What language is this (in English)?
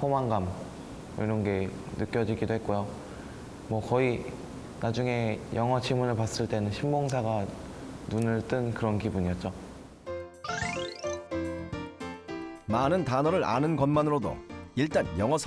Korean